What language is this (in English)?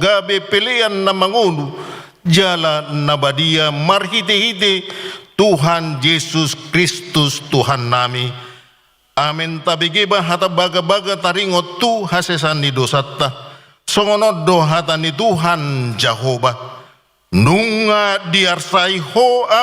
Batak Toba